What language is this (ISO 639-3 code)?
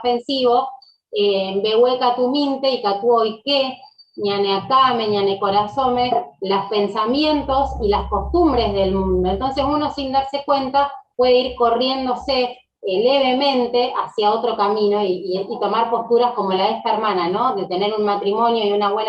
grn